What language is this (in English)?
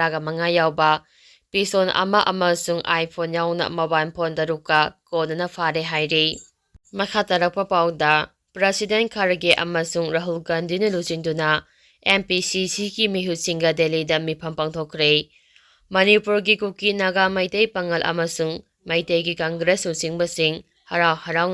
Manipuri